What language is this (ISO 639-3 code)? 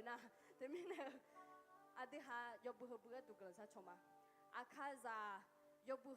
ahk